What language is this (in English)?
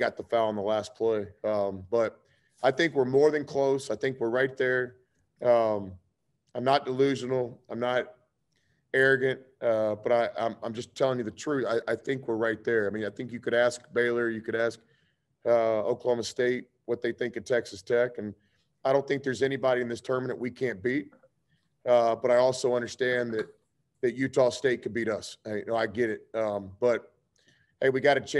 English